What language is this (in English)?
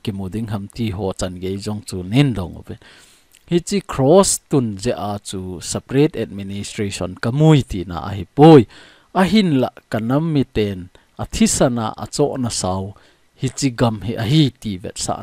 Thado Chin